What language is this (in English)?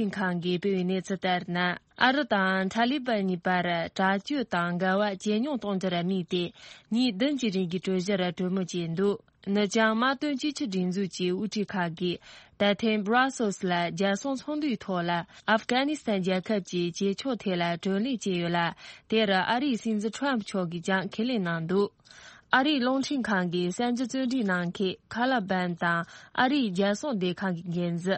Tibetan